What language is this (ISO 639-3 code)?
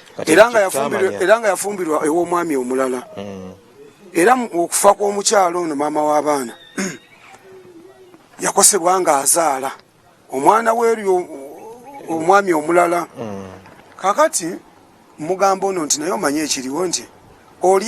lug